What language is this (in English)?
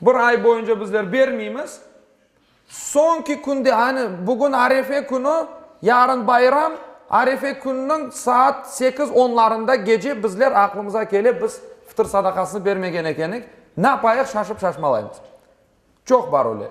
Crimean Tatar